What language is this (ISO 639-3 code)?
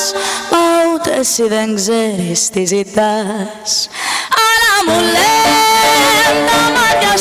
ell